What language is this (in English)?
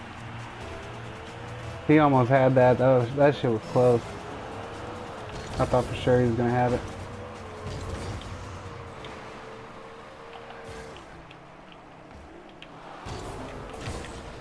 English